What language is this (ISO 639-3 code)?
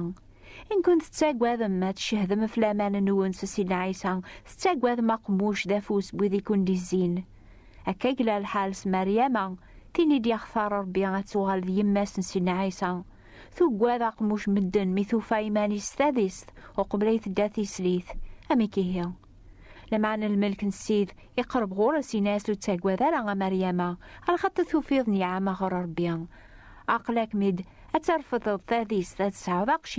kab